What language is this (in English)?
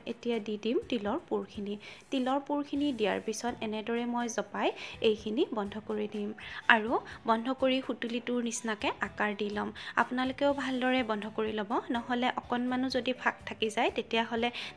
Assamese